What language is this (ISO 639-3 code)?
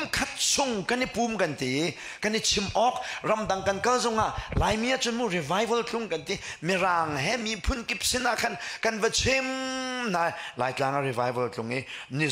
cnh